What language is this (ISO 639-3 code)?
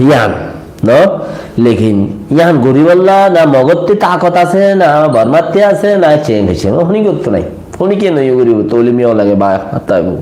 rhg